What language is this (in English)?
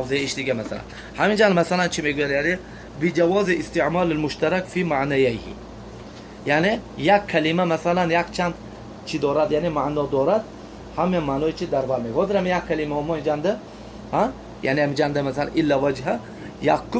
Tajik